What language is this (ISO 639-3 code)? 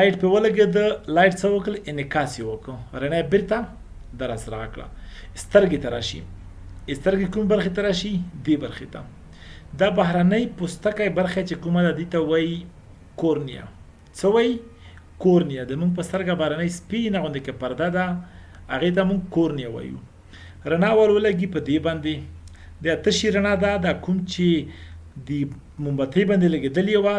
pus